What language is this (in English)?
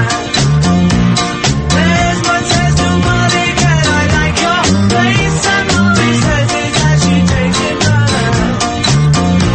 Kazakh